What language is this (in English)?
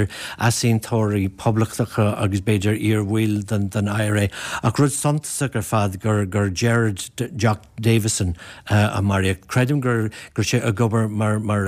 Irish